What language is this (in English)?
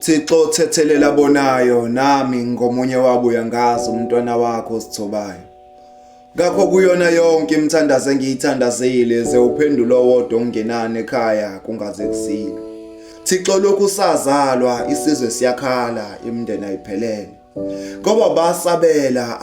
Zulu